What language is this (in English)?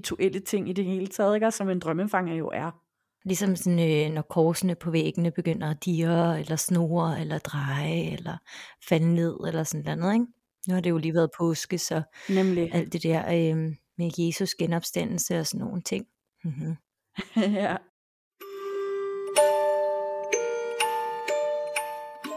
Danish